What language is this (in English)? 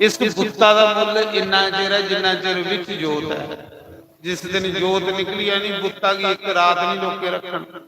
Dogri